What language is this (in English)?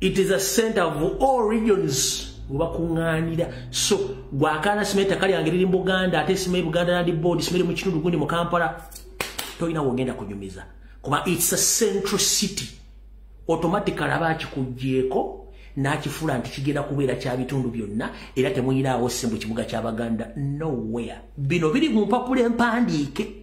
Ganda